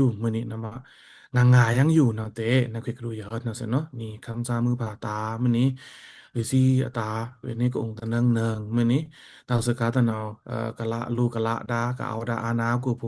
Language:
Pa'o Karen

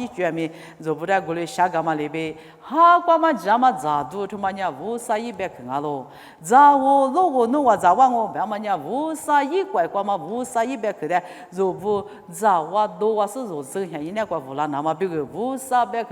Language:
Lisu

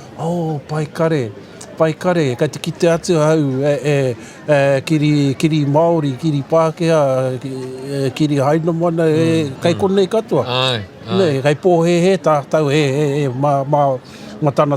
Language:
Māori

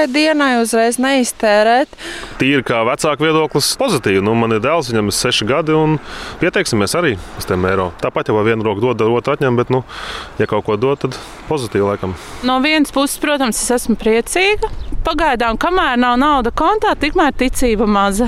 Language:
Latvian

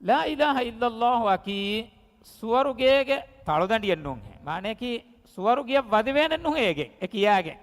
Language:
Divehi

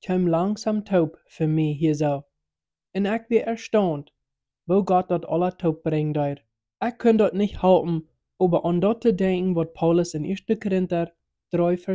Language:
Plautdietsch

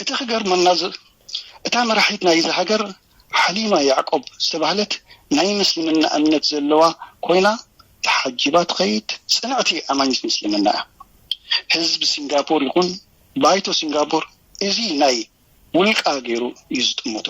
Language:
Tigrinya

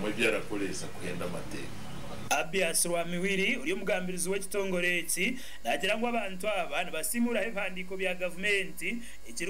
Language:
Nyankole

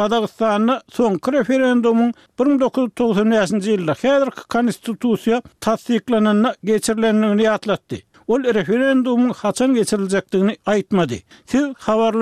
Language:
Turkmen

